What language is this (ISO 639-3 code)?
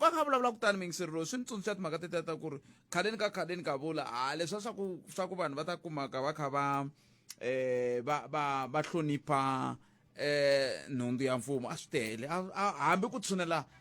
tso